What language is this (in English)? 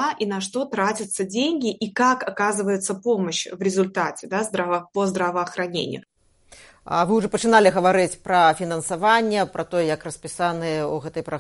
Belarusian